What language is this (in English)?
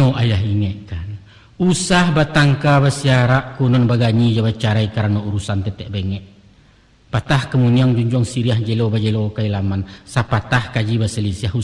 Minangkabau